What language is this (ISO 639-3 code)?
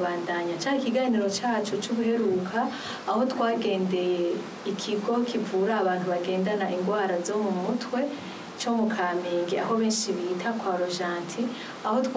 run